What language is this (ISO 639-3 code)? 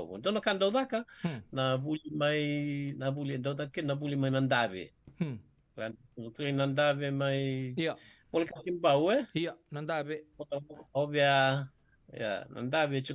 fij